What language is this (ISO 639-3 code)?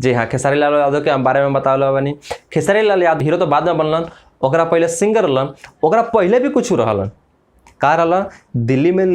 bho